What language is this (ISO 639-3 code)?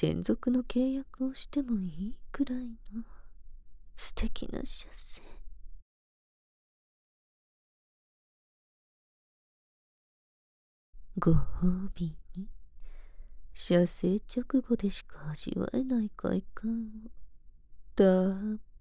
jpn